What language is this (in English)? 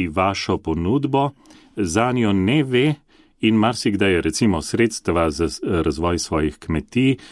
Slovenian